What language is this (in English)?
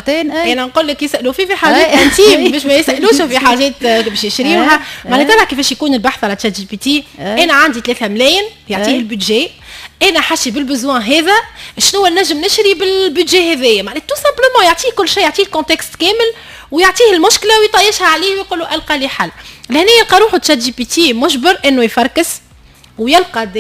Tunisian Arabic